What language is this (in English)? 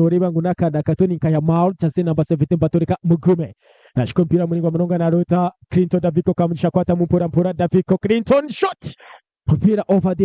Nyankole